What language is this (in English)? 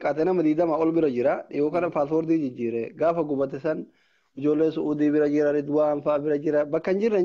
Oromo